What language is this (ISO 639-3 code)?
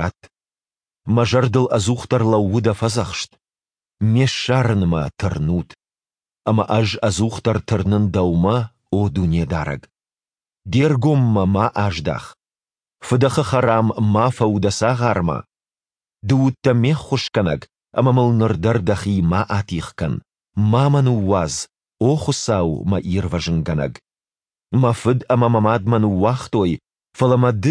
oss